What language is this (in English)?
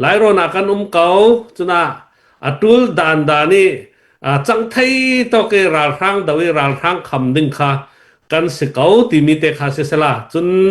Falam Chin